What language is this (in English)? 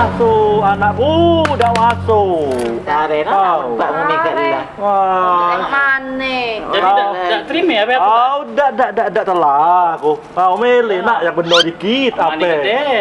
Musi